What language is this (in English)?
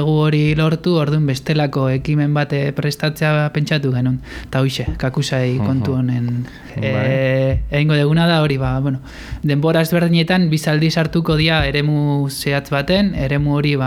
Basque